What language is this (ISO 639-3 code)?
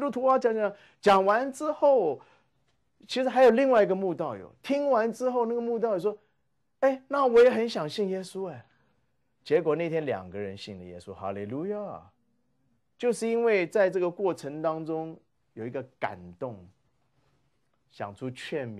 zho